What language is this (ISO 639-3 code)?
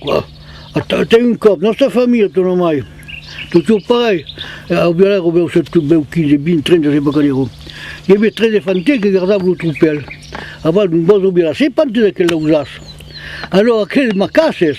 oci